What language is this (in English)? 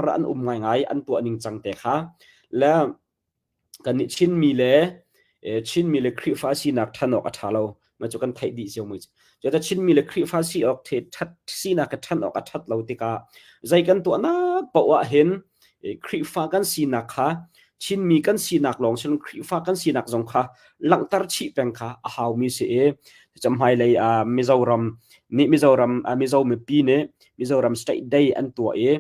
Hakha Chin